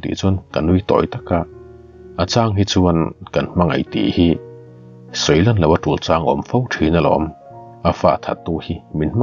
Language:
Mizo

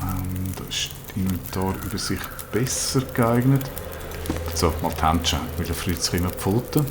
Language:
Swiss German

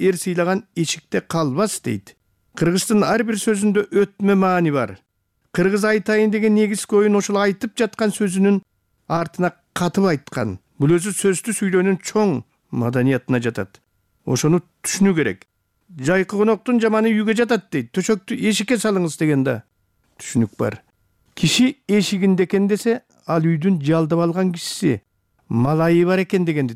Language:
Kyrgyz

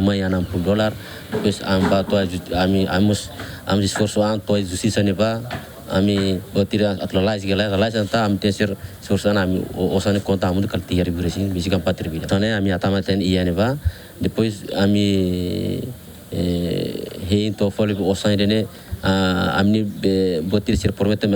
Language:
Tetum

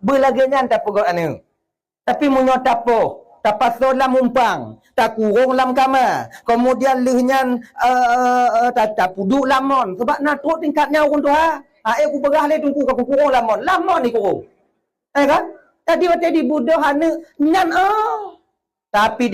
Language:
Achinese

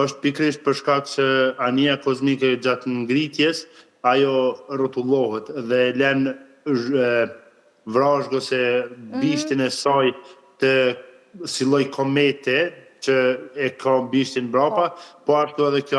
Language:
Albanian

